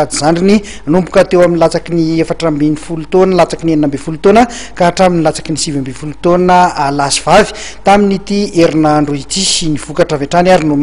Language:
Malagasy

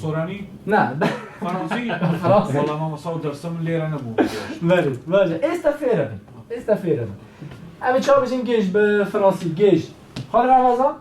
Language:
Kurdish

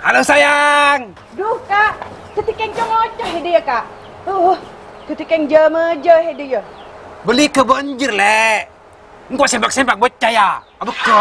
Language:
Madurese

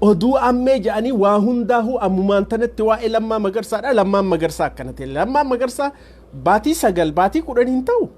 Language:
Oromo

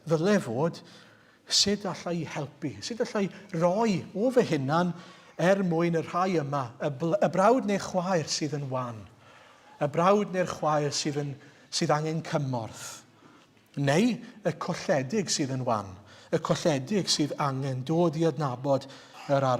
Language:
Welsh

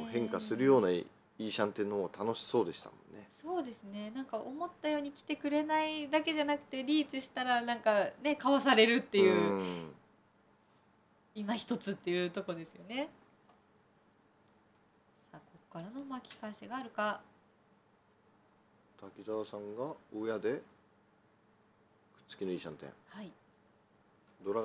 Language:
Japanese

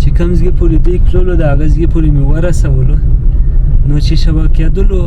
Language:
Pashto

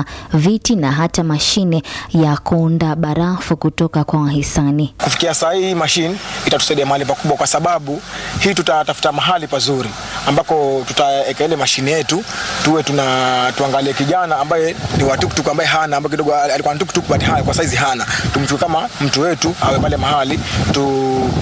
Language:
Swahili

